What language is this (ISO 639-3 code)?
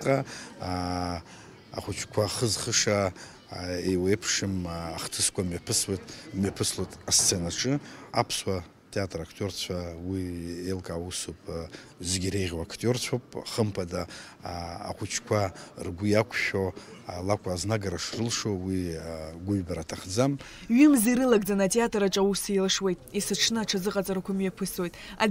abk